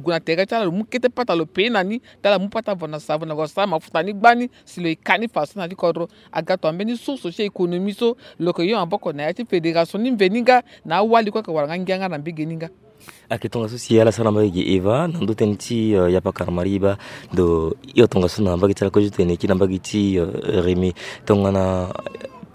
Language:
Sango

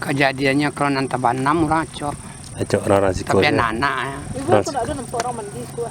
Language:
Minangkabau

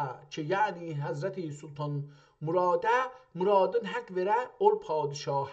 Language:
South Azerbaijani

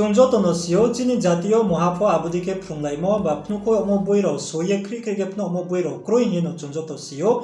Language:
Riang (India)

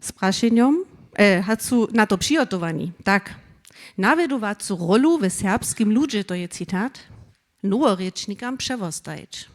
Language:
Upper Sorbian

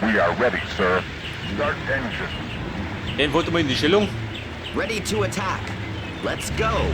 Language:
Bavarian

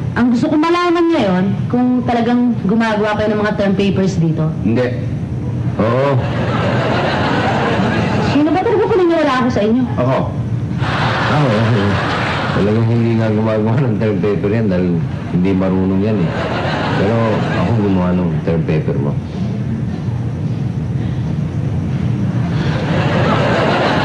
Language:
Filipino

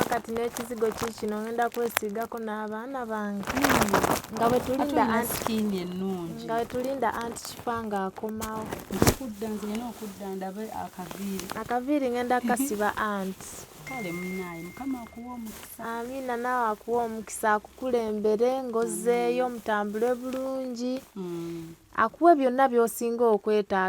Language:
Ganda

